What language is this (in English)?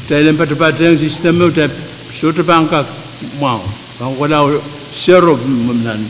Pohnpeian